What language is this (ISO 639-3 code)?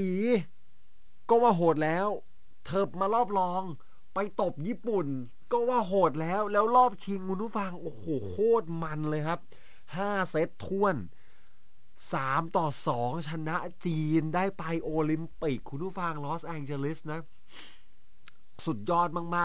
tha